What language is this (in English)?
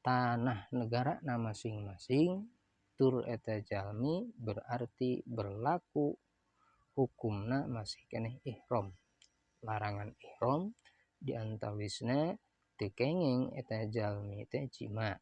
Sundanese